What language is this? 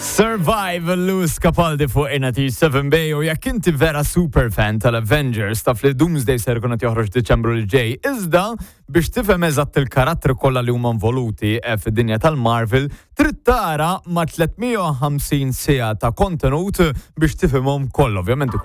Maltese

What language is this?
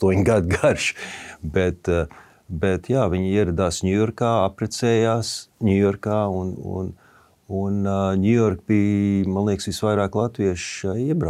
Latvian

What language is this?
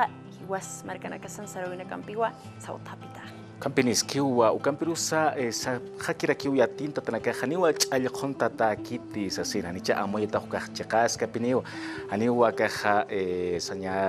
Aymara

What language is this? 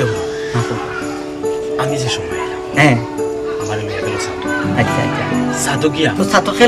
Sylheti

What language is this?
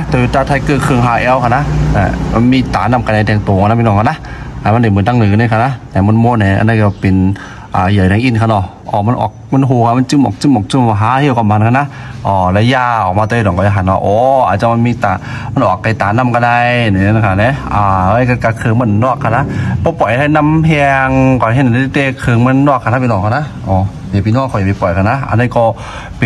Shan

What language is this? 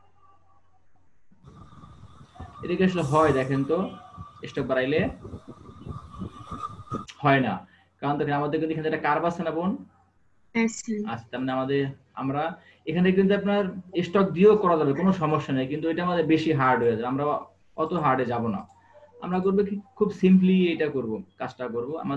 Bangla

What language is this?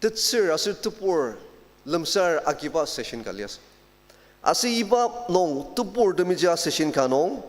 Ao Naga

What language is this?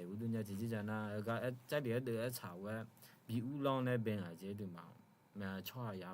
Akha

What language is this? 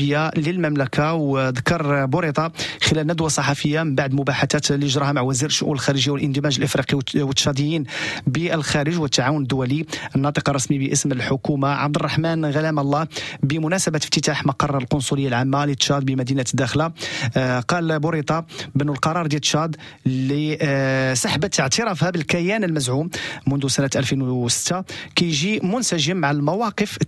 Moroccan Arabic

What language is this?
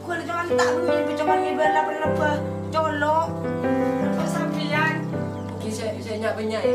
Madurese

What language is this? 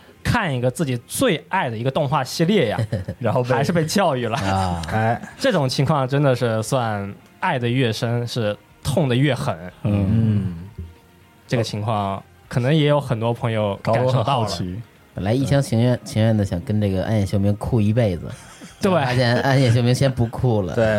Chinese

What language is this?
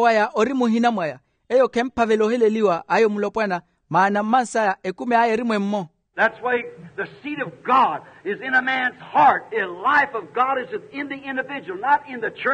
Makhuwa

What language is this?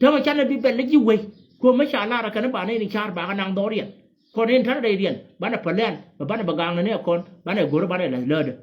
Nuer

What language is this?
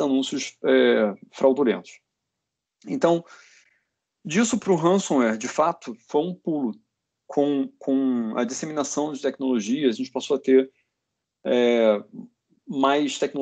Portuguese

